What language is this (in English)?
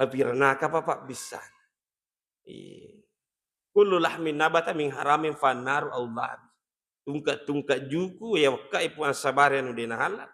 Buginese